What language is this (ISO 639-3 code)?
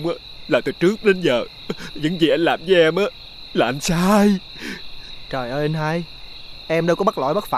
vie